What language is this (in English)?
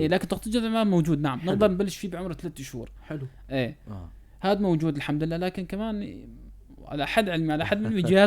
North Levantine Arabic